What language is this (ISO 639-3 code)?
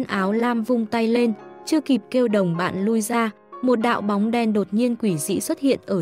vie